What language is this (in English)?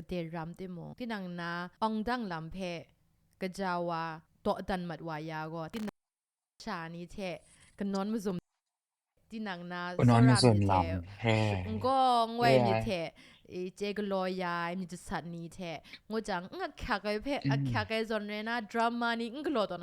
Kachin